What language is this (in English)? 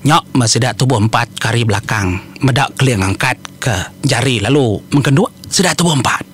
Iban